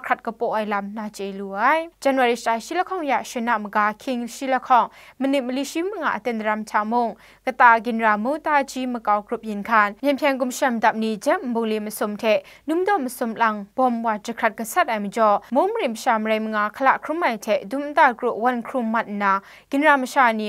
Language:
Kachin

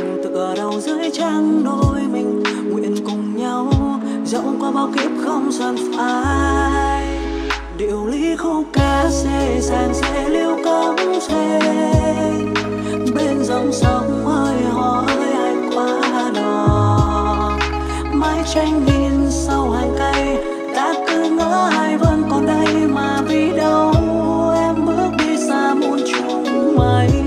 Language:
Vietnamese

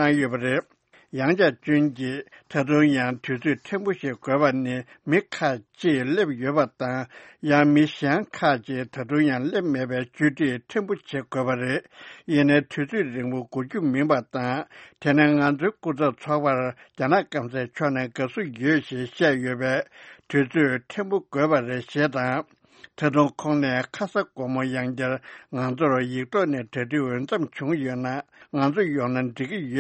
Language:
Tibetan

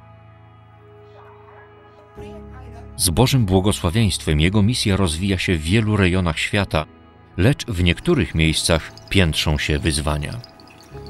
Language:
Polish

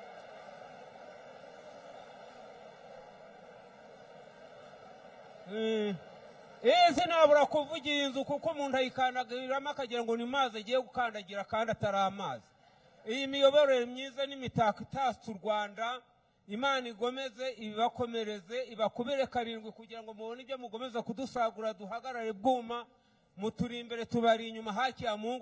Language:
Kinyarwanda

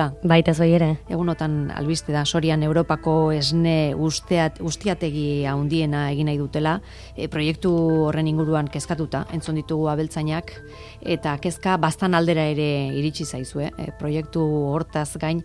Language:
Basque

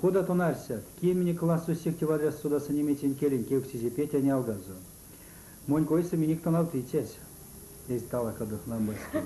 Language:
Erzya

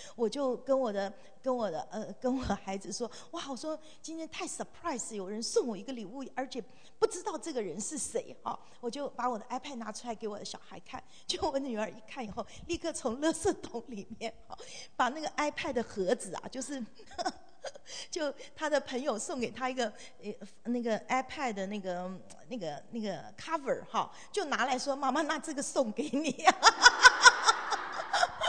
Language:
Chinese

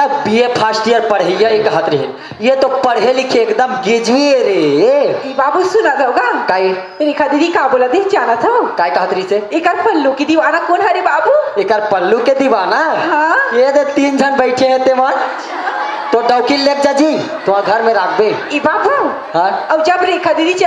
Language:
Chhattisgarhi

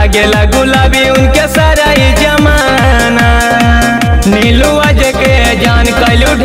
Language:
Bhojpuri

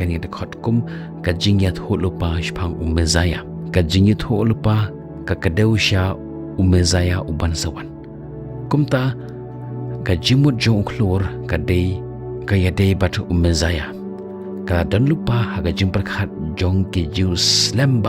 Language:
Khasi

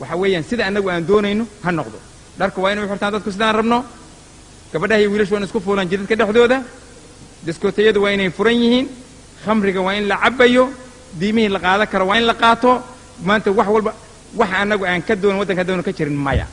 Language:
Somali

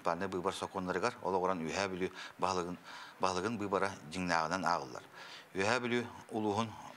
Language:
Yakut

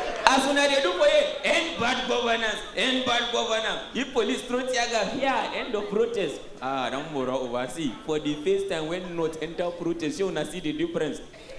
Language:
Nigerian Pidgin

